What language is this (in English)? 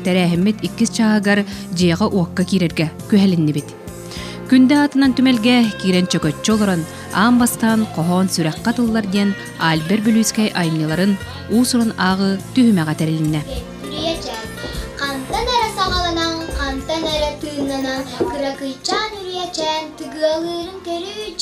Yakut